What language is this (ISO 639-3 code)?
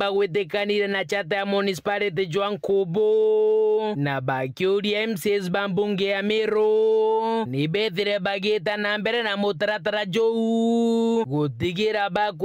mer